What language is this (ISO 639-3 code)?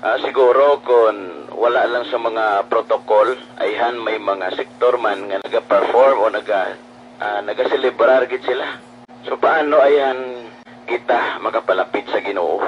hil